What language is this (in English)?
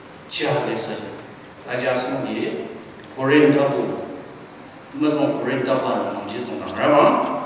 Ao Naga